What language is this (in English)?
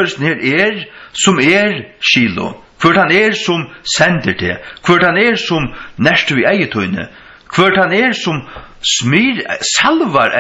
Faroese